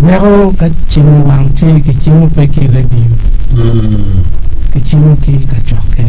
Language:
Acoli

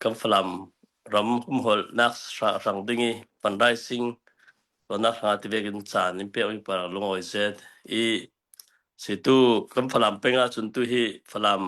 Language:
Hakha Chin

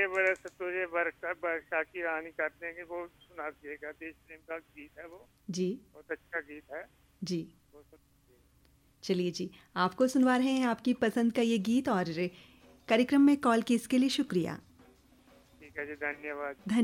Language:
Hindi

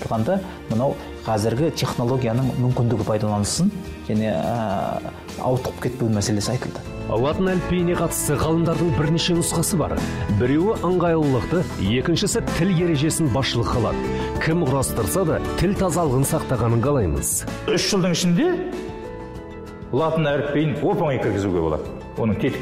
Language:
Kazakh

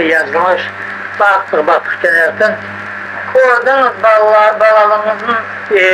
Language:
Crimean Tatar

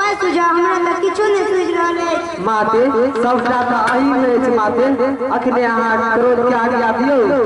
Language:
Maithili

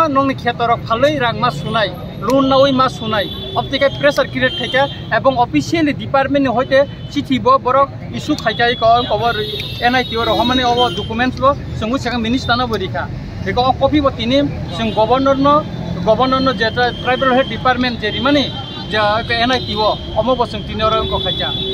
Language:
Kok Borok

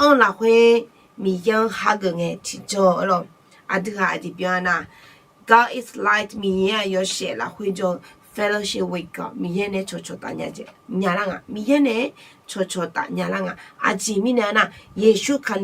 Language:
Akha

